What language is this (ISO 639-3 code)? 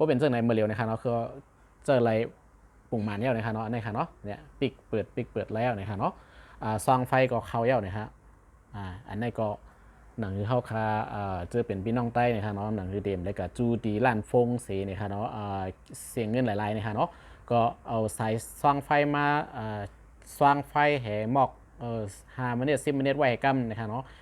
shn